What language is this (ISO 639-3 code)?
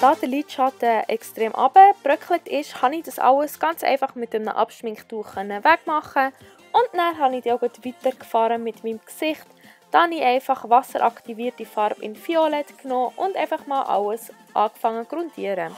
gsw